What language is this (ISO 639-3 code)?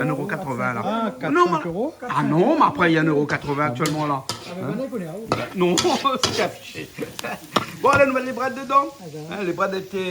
rcf